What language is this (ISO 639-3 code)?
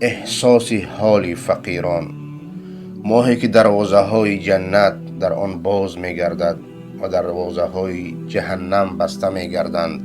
fas